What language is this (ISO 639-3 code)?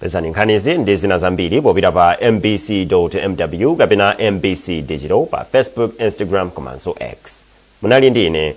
nya